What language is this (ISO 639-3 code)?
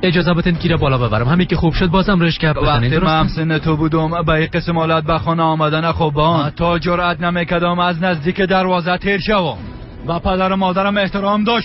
fas